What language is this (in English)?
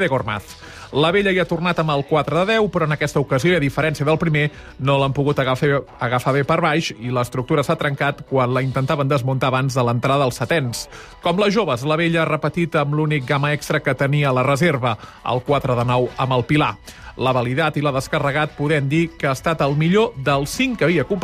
Catalan